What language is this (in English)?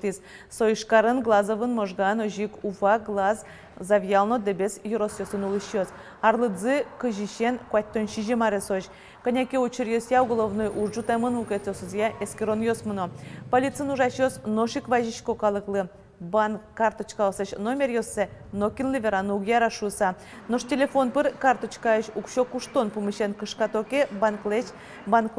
Udmurt